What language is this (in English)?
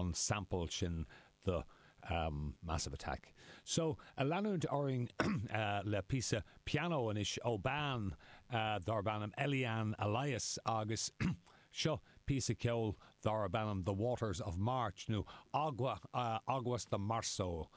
Irish